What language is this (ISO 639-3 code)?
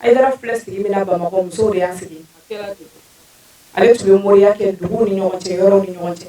bam